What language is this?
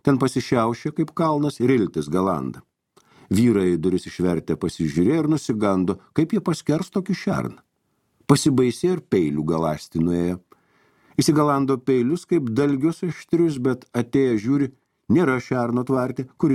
Lithuanian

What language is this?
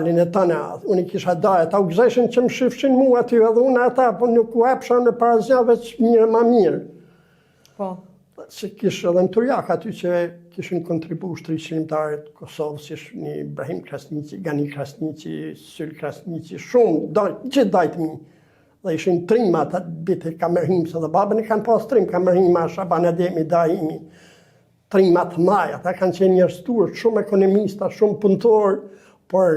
Albanian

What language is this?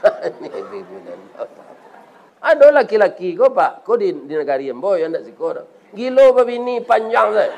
Minangkabau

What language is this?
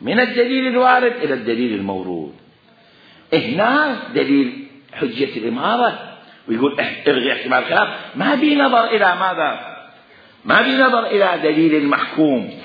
Mesopotamian Arabic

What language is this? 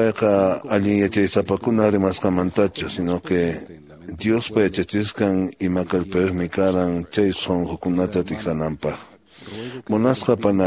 Quechua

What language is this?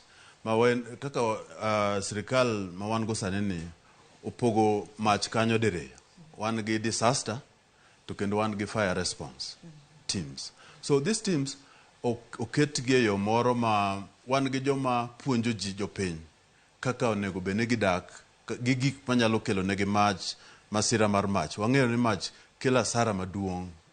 Luo (Kenya and Tanzania)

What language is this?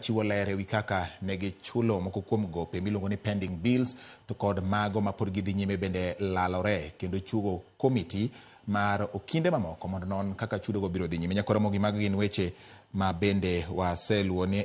Luo (Kenya and Tanzania)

